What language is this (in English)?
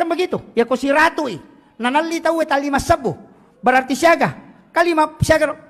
Buginese